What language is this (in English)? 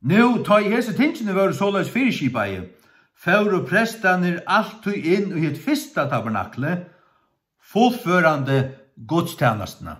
Faroese